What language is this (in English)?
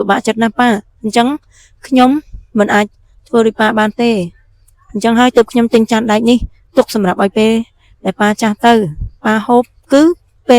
Khmer